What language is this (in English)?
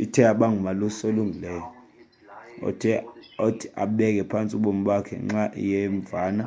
Xhosa